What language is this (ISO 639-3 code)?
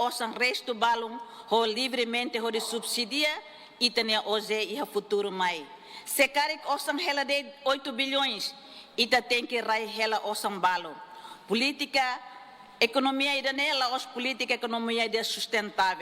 tet